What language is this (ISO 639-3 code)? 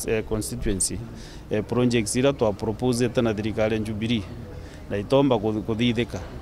mer